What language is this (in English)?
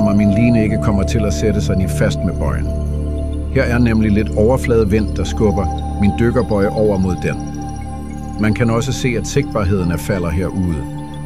Danish